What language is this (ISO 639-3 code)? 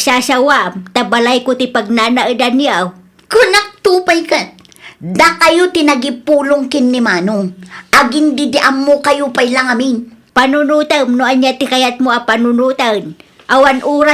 ilo